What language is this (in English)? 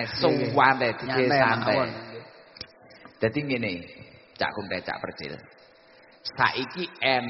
Javanese